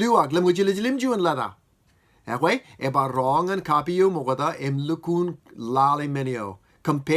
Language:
Marshallese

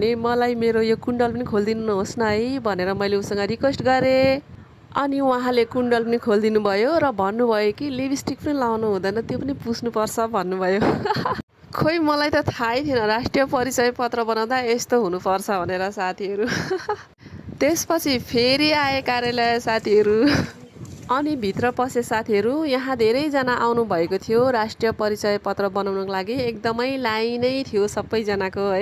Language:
Nepali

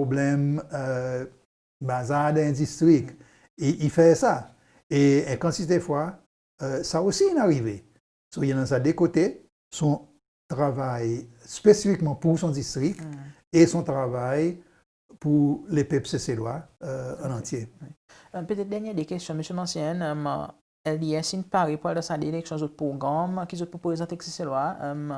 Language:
Seselwa Creole French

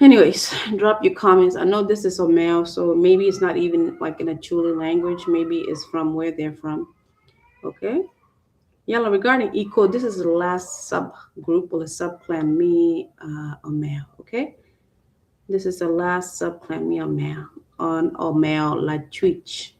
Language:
Acoli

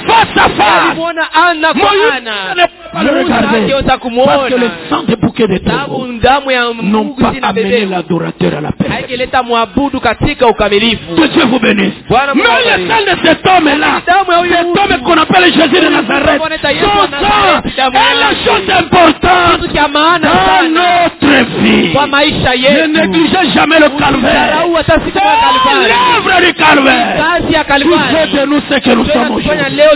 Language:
Swahili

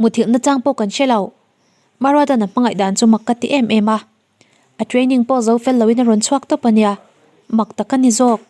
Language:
Mizo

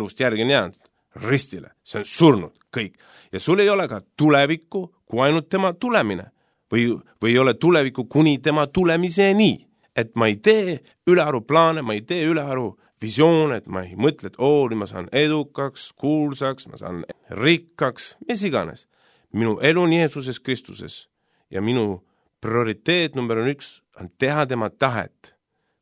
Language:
Estonian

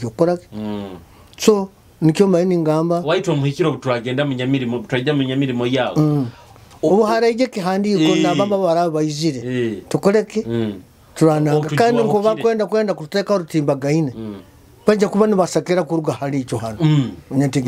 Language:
Nyoro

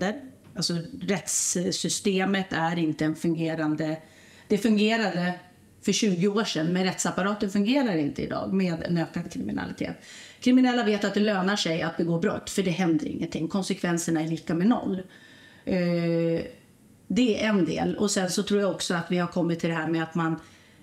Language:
Swedish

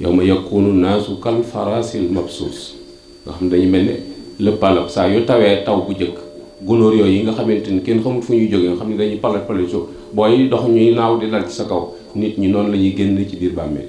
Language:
Wolof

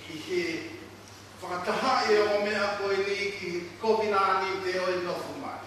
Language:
Tongan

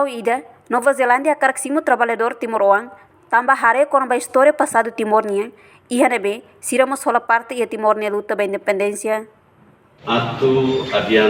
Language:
Tetum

